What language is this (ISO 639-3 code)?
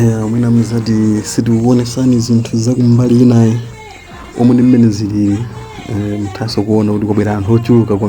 nya